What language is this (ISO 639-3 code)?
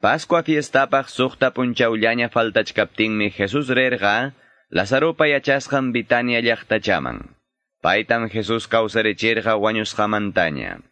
que